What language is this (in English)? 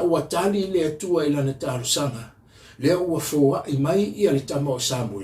Samoan